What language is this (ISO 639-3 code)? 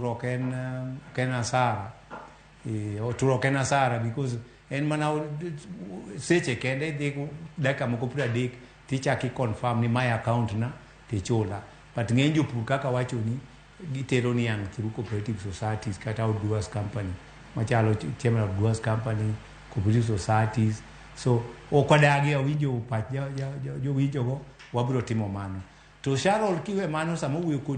luo